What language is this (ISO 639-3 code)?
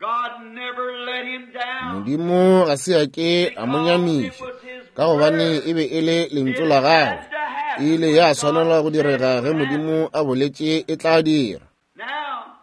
nso